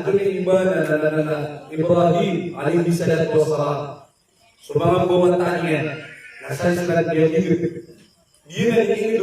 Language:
Maranao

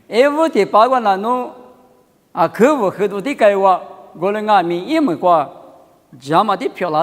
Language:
Lisu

